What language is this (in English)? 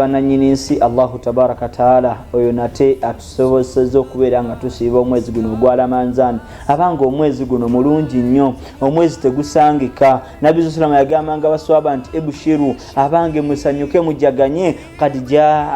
Ganda